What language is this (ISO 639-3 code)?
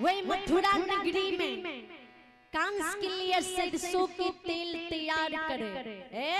mai